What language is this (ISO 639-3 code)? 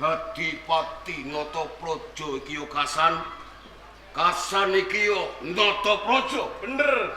jav